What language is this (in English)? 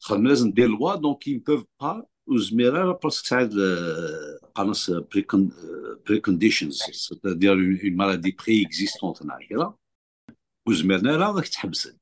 Kabyle